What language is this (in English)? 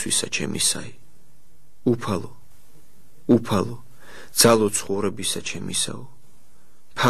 Georgian